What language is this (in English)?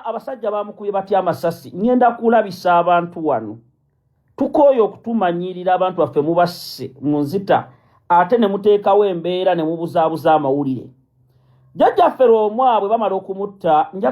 Ganda